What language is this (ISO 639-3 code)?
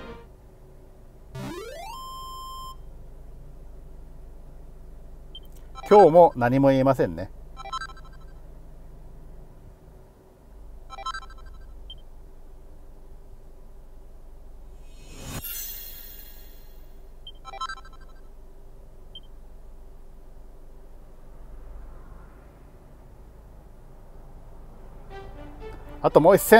jpn